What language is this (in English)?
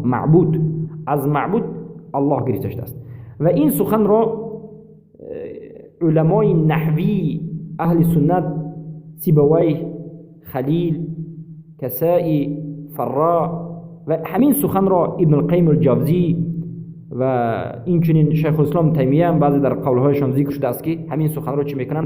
Persian